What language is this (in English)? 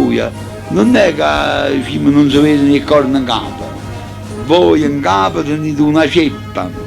Neapolitan